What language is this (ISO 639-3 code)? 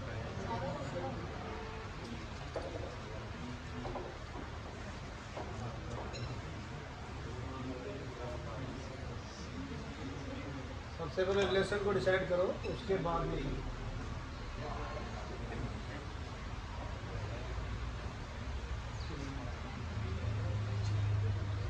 hin